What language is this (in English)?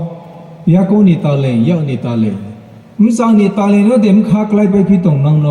Riang (India)